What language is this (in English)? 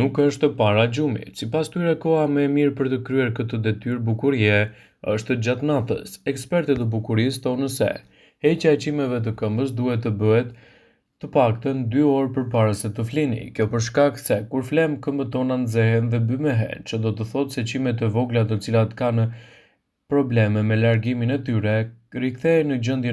Albanian